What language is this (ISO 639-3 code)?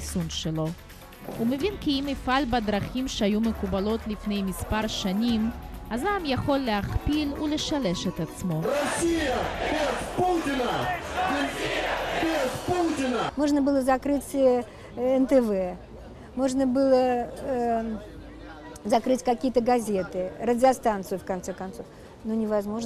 heb